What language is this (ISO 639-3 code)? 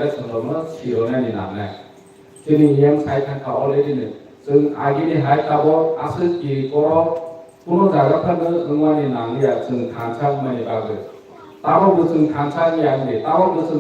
trp